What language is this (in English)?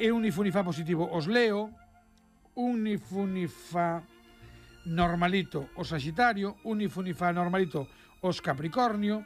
Galician